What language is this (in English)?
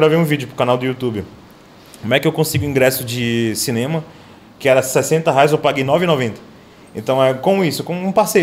Portuguese